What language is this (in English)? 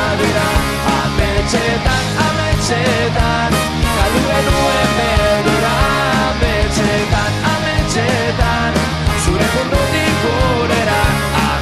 Basque